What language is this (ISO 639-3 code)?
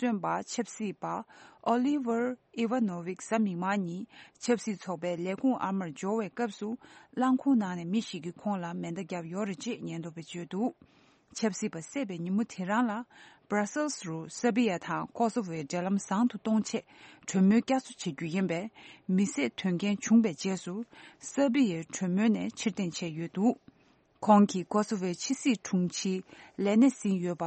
bod